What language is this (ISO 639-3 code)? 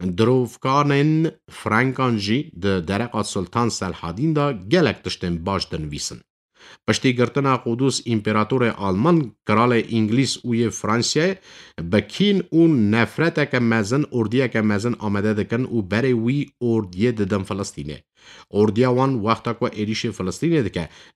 kur